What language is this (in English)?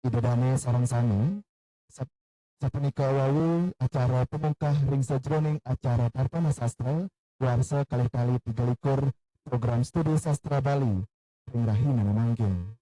Balinese